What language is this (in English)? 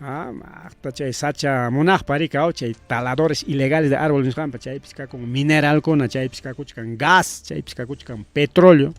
Ayacucho Quechua